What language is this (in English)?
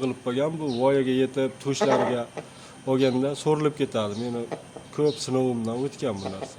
Uzbek